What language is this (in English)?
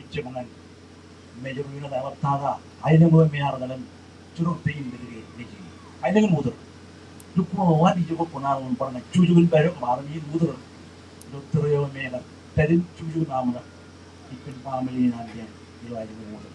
Marshallese